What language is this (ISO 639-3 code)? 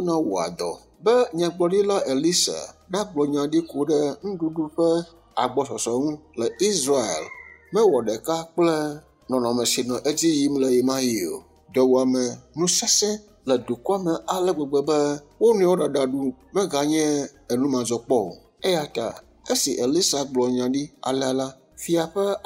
ewe